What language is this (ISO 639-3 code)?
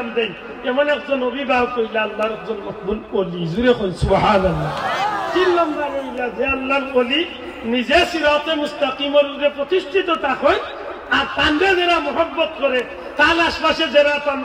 syl